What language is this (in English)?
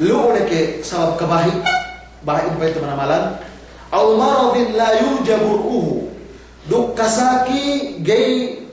Yakan